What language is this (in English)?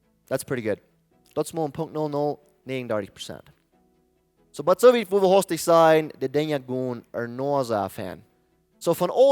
Plautdietsch